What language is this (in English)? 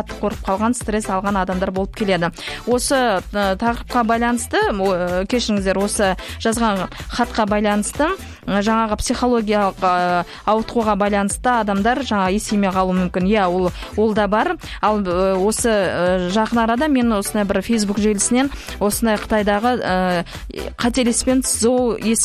Kazakh